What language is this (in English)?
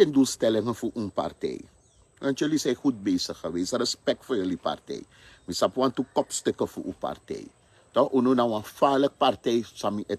Sranan Tongo